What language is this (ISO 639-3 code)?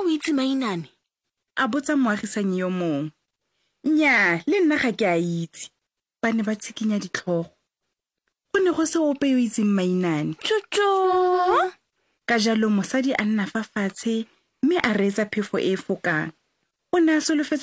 tsn